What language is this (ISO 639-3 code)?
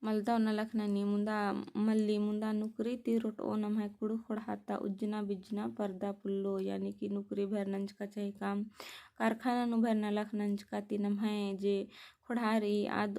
kru